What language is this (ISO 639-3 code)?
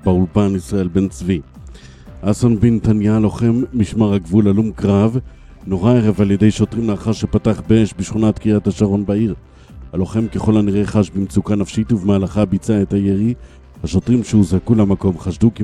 heb